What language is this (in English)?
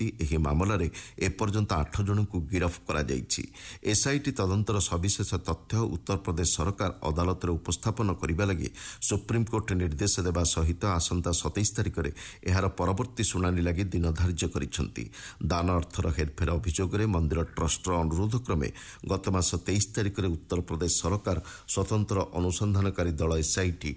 Odia